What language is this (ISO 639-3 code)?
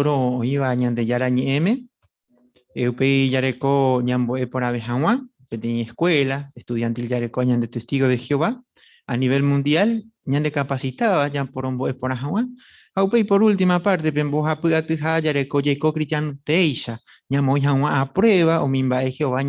grn